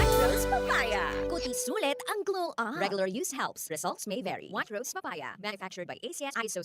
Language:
Bikol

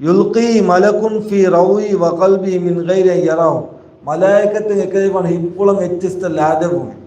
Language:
Divehi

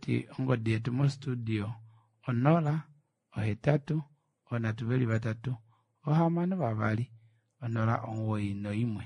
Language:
Kuanyama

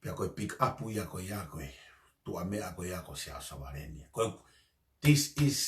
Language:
Tongan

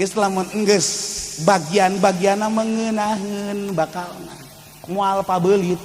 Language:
Sundanese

